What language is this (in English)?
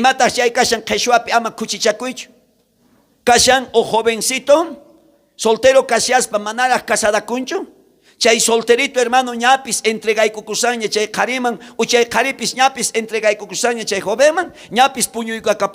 South Bolivian Quechua